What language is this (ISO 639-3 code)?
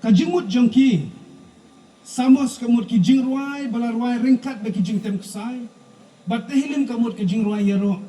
kha